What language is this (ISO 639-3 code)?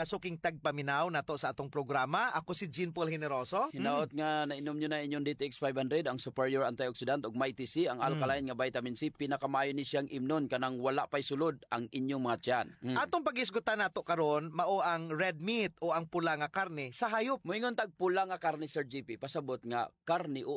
ceb